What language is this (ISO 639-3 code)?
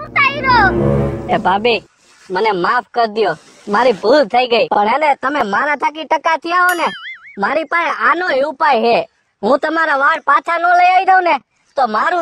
guj